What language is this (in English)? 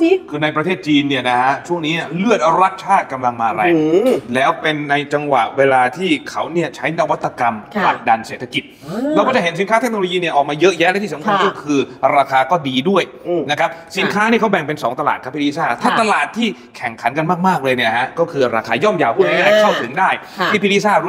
Thai